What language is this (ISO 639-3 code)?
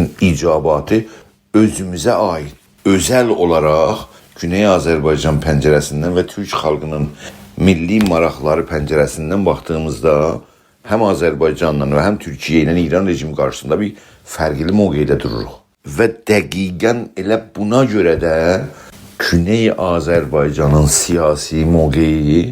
azb